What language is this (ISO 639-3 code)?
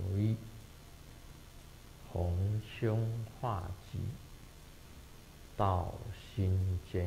zho